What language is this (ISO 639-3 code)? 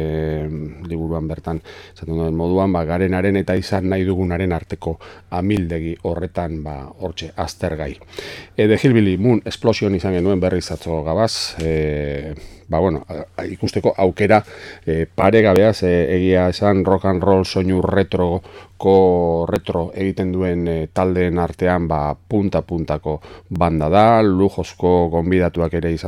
eus